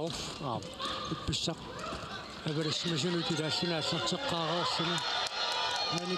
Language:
Kalaallisut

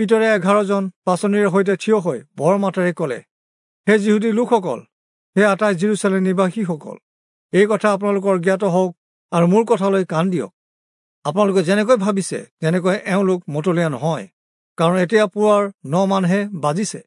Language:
Assamese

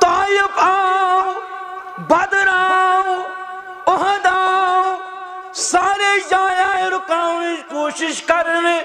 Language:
Kashmiri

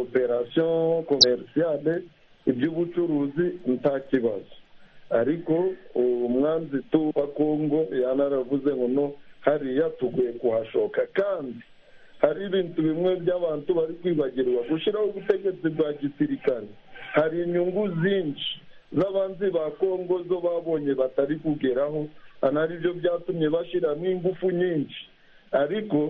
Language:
Kinyarwanda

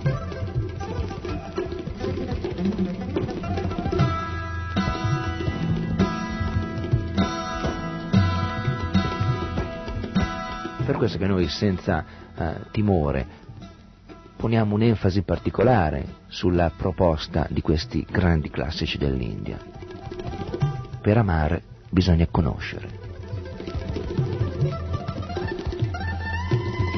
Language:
Italian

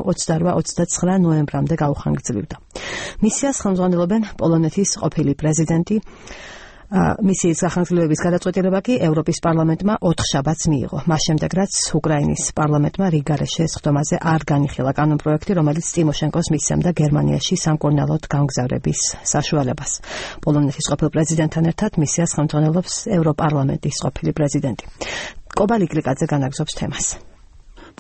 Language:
Georgian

